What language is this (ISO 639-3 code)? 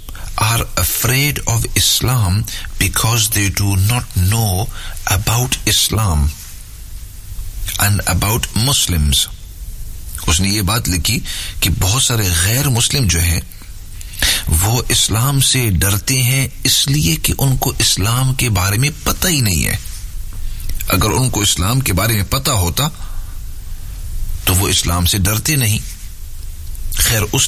urd